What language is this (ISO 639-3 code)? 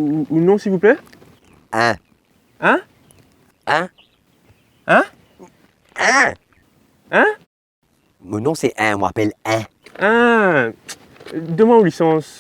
mfe